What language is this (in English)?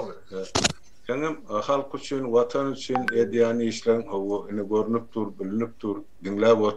Turkmen